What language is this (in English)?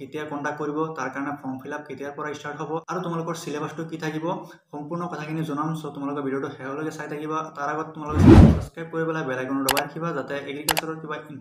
Assamese